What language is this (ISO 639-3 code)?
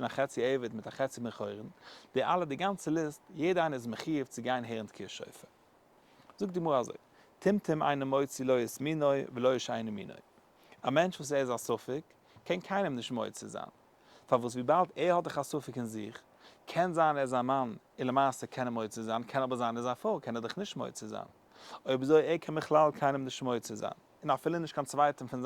yid